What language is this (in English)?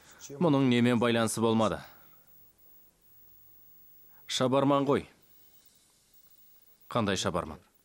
Kazakh